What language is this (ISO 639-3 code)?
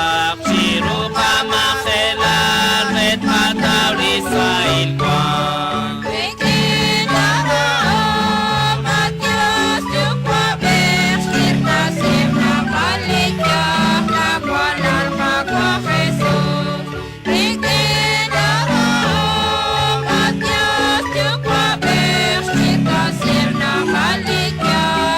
kek